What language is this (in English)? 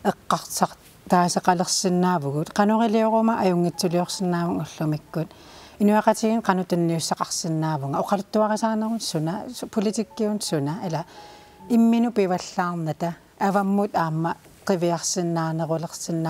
Kalaallisut